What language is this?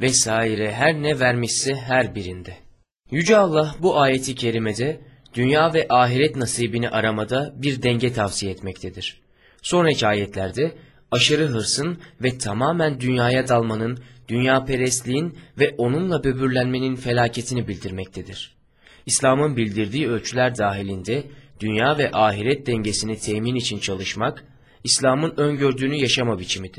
Turkish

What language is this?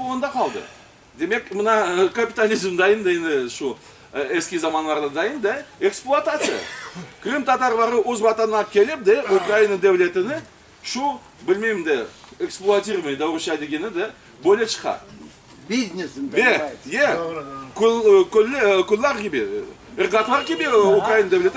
Crimean Tatar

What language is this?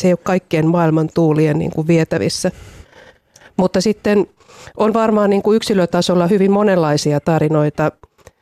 Finnish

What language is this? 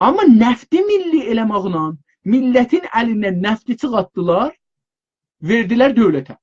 South Azerbaijani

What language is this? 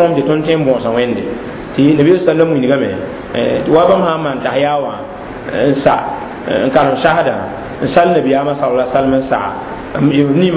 Mossi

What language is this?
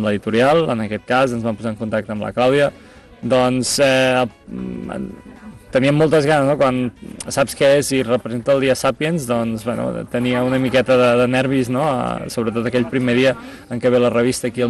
Catalan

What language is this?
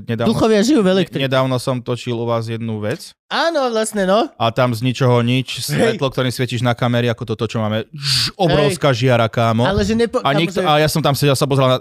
Slovak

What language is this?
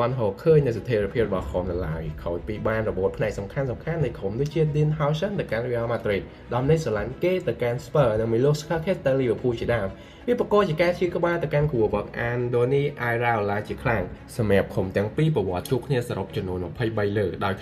Khmer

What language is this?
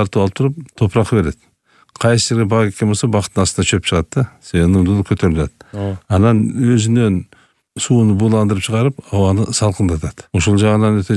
Kyrgyz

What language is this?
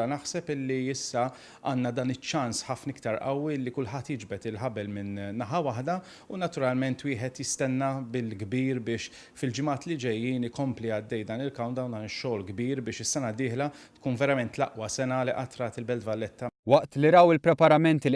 Maltese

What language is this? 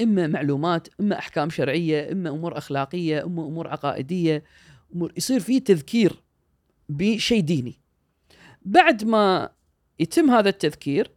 Gulf Arabic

